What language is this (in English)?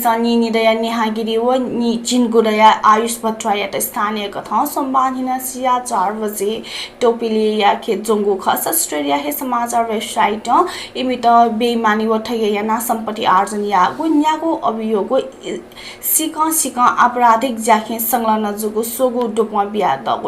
Newari